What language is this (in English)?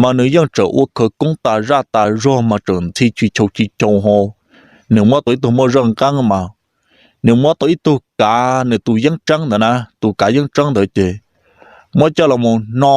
Hmong